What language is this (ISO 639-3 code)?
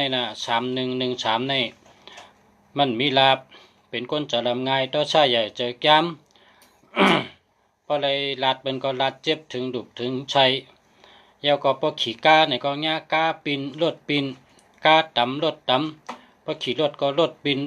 shn